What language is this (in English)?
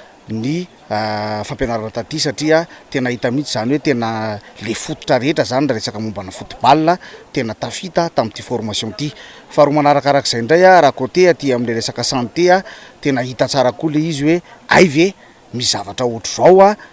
Malagasy